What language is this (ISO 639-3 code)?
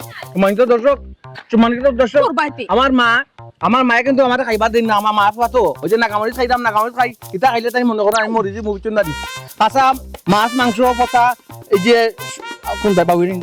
syl